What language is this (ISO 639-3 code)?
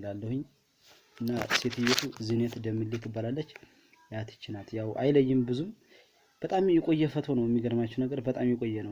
amh